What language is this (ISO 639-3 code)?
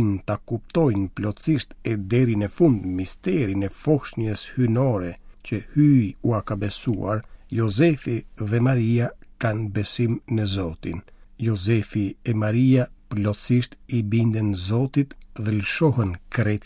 sqi